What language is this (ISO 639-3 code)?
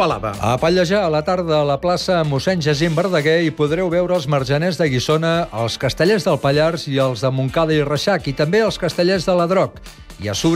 cat